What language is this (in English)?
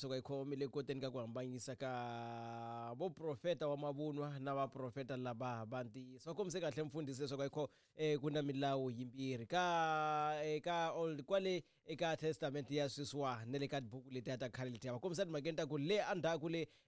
Tsonga